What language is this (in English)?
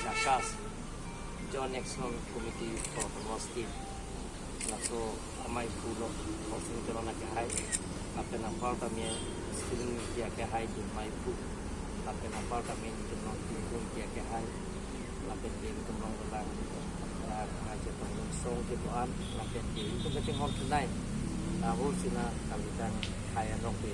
Karbi